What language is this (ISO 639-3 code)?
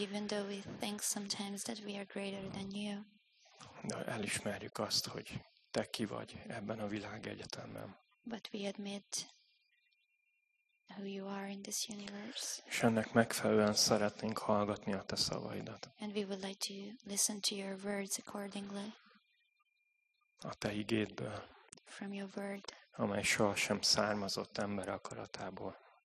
hun